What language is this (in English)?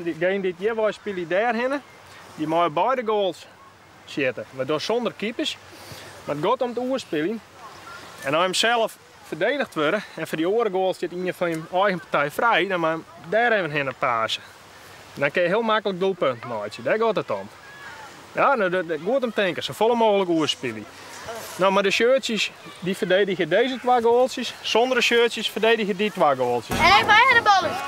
Western Frisian